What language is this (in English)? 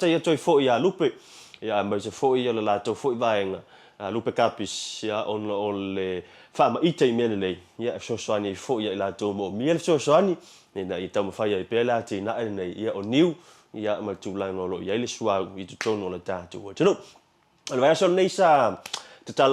Samoan